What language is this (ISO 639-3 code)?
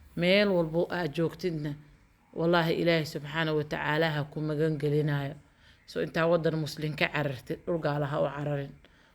som